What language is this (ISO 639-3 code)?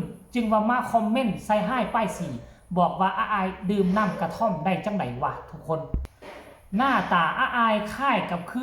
tts